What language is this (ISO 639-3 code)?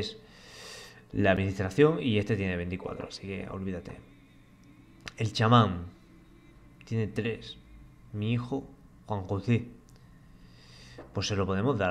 spa